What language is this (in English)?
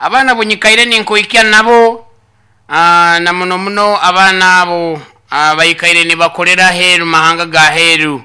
Nyoro